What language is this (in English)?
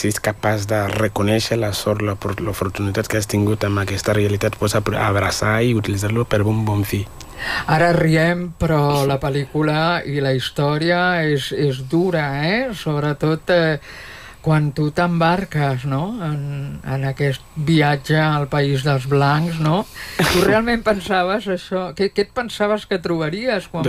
Catalan